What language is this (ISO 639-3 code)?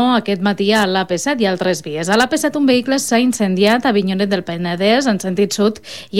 cat